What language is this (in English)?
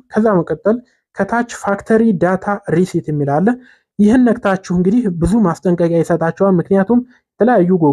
Amharic